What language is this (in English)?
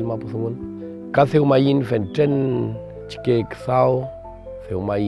Mapuche